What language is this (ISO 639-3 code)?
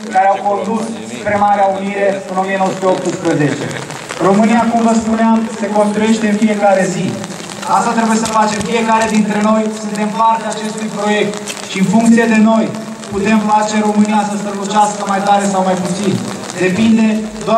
ron